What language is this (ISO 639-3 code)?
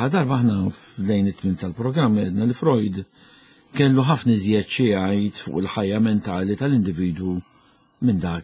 mlt